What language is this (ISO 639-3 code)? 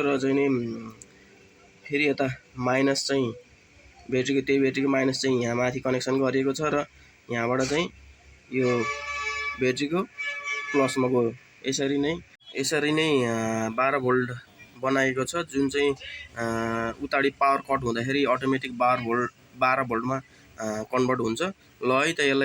nep